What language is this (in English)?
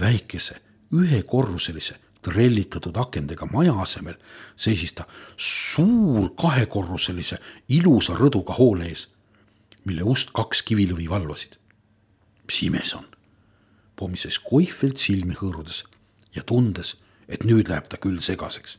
Estonian